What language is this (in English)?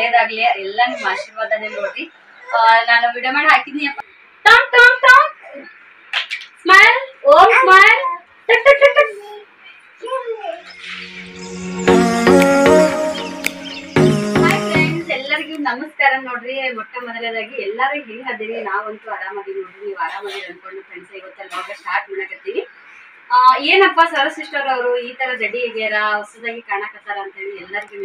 Kannada